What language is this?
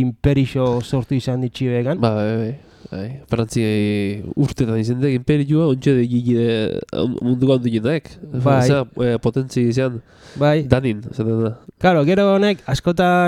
Basque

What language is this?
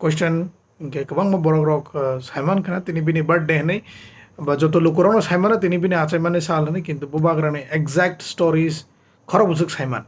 Kok Borok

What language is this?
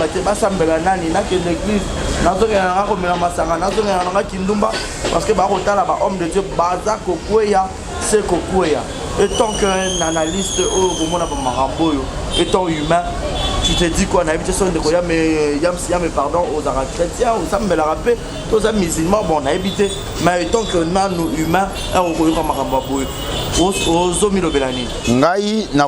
Lingala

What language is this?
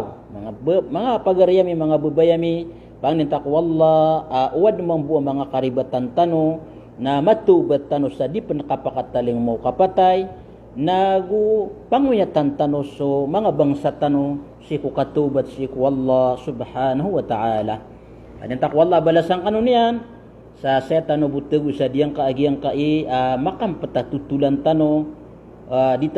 Maranao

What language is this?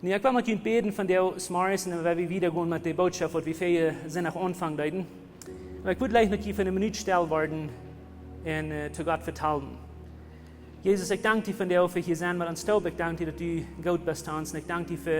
Plautdietsch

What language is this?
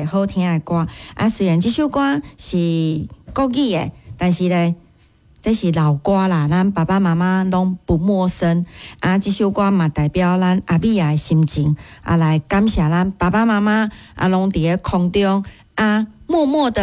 Min Nan Chinese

